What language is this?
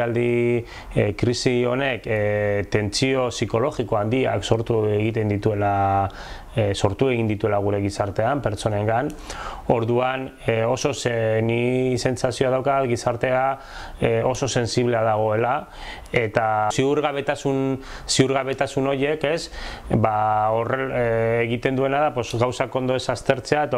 Basque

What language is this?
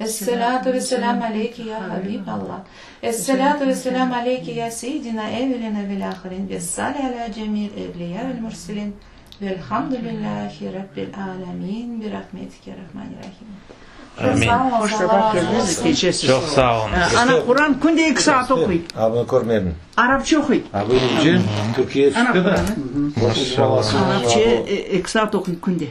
Crimean Tatar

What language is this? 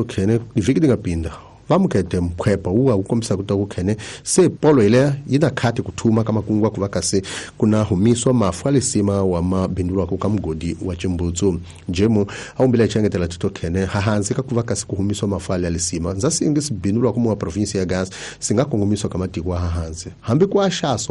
Tsonga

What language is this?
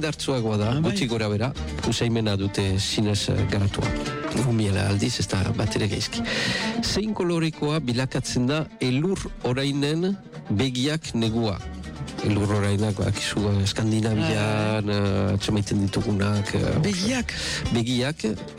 Basque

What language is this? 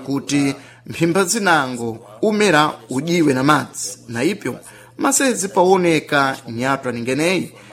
Sena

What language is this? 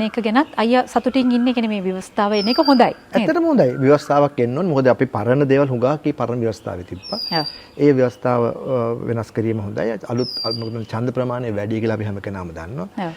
Sinhala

